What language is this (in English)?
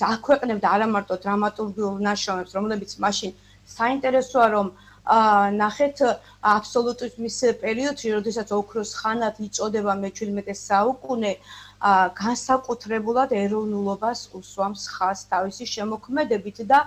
Georgian